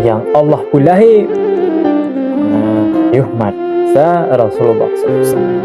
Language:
Achinese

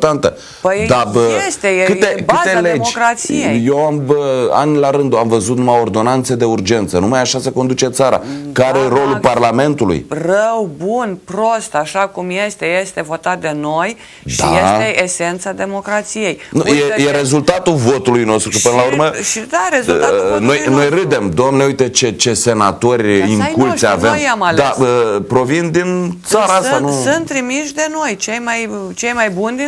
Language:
Romanian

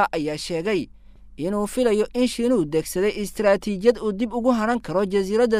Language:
Somali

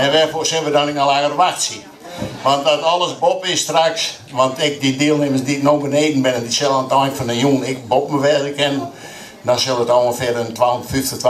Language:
Western Frisian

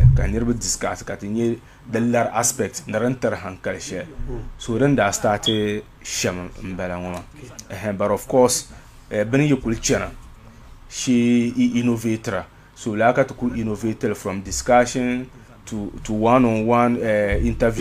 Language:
Dagbani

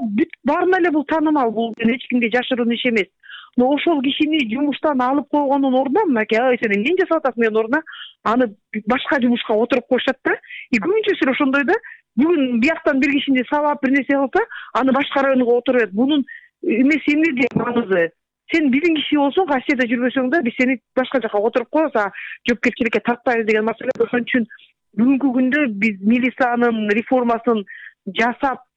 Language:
Kyrgyz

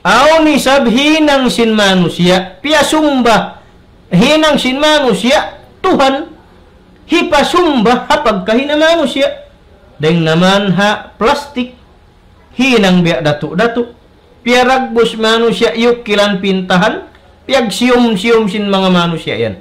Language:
Tausug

